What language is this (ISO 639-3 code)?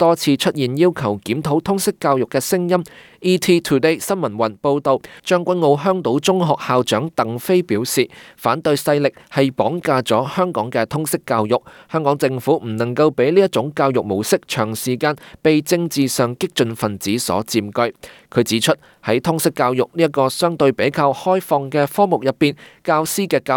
yue